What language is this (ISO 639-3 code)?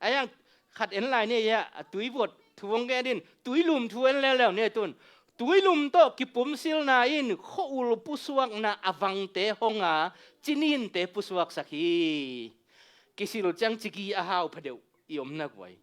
ctd